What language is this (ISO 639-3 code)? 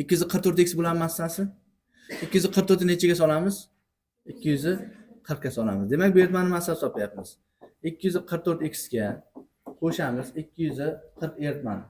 uzb